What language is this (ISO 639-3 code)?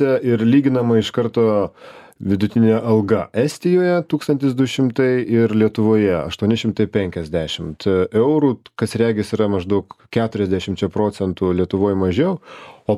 lit